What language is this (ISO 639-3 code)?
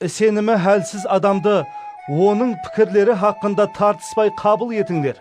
kaa